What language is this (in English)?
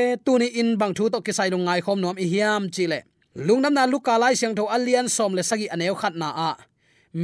Tedim Chin